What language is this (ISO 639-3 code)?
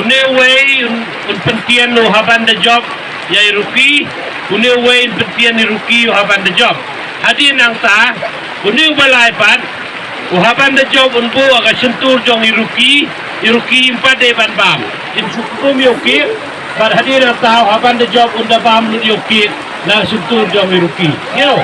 kha